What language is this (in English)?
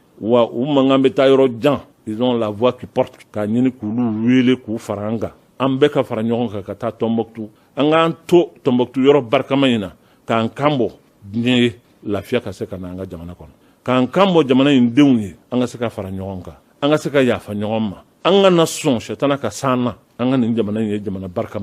Bambara